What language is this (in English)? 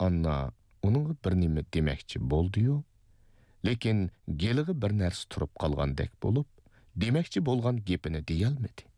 Uyghur